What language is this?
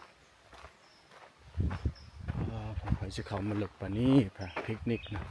Lao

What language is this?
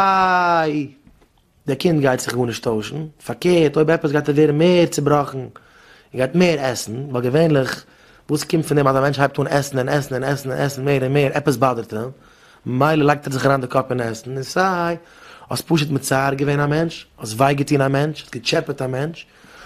Yiddish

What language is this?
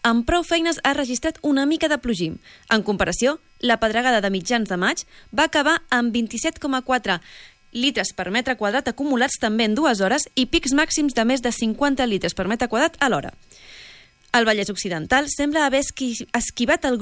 Catalan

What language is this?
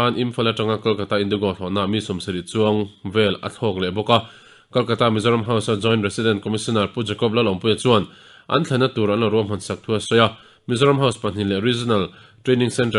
Mizo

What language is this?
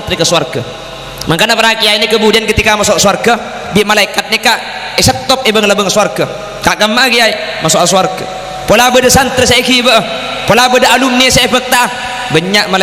Madurese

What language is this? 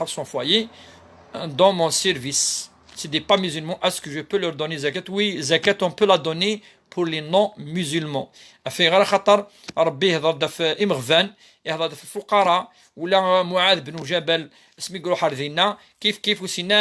Kabyle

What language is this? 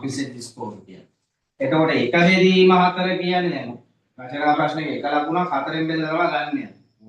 Sinhala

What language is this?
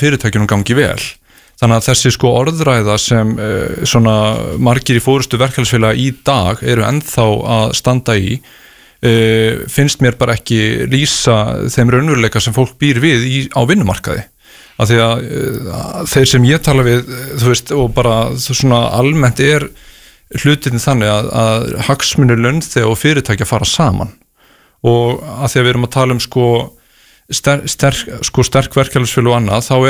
Icelandic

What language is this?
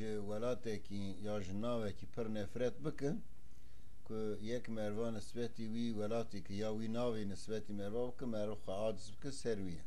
Kurdish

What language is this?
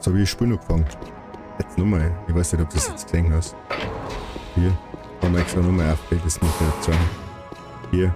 Bavarian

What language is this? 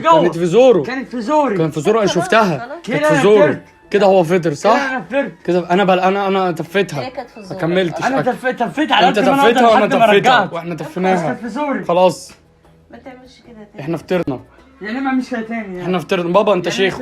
Egyptian Arabic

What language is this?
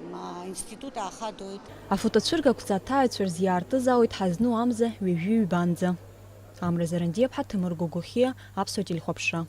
Abkhazian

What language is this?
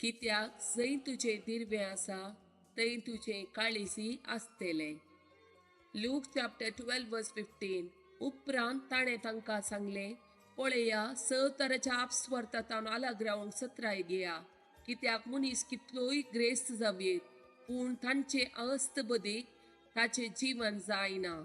Konkani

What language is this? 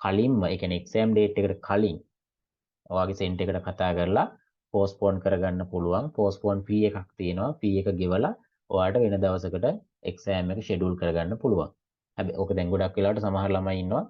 Sinhala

